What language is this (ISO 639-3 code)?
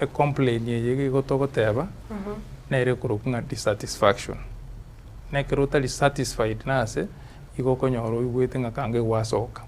guz